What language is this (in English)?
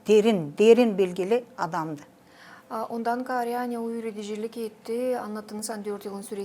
Gagauz